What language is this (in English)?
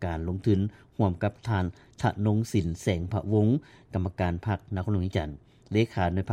Lao